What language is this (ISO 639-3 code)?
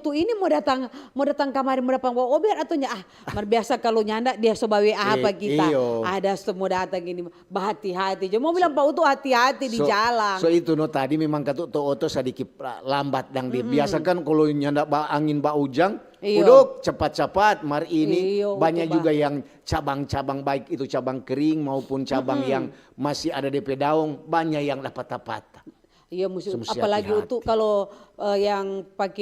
xmm